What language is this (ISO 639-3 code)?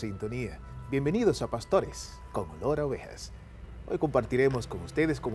spa